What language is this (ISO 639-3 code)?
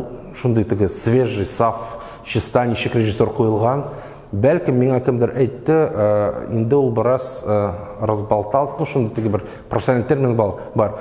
tat